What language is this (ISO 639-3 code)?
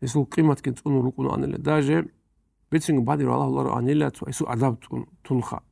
ava